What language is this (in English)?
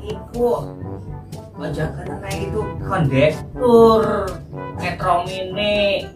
Betawi